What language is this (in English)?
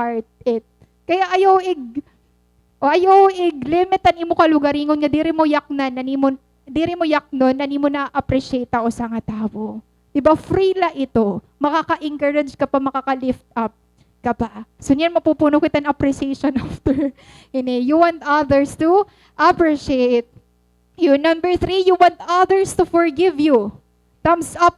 Waray